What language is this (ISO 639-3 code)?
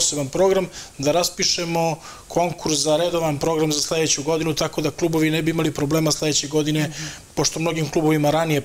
srp